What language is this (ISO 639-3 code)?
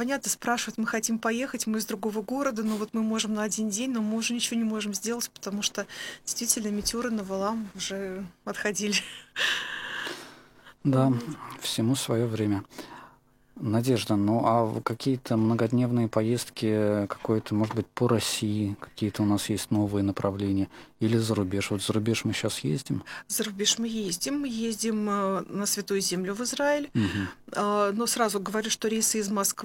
rus